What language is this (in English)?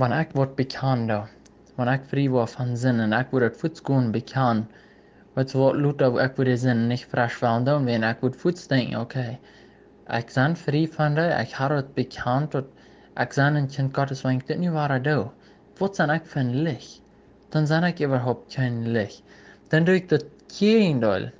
Plautdietsch